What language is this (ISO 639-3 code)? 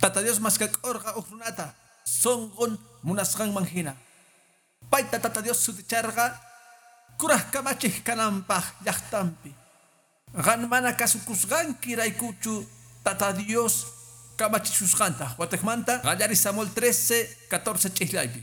que